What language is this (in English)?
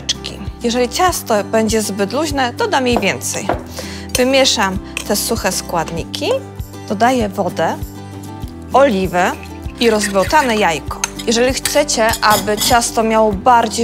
Polish